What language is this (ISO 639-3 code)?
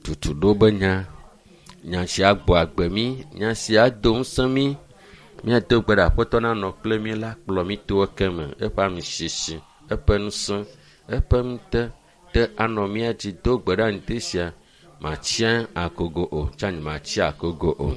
ewe